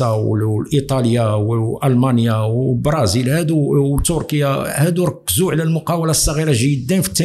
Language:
Moroccan Arabic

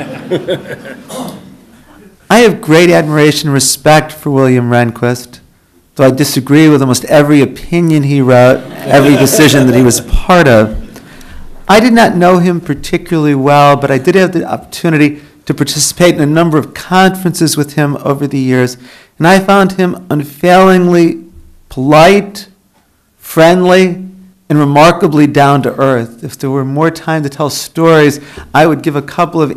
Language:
English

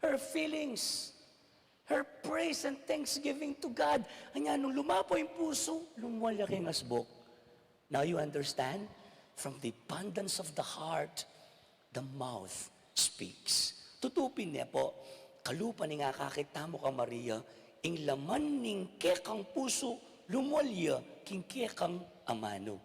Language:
Pampanga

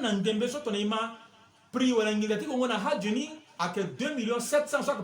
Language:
Sango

